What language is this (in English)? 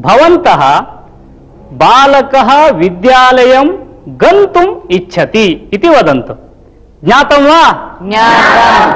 Sanskrit